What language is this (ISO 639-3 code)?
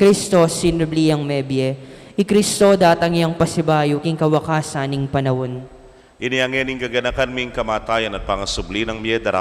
pam